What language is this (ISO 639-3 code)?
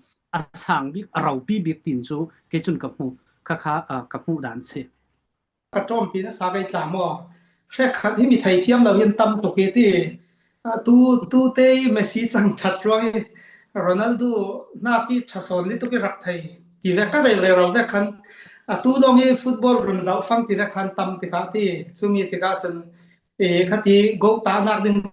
cfm